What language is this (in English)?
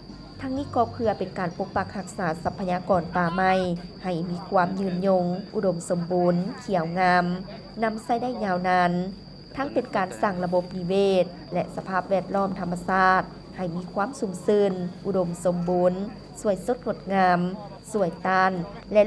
Lao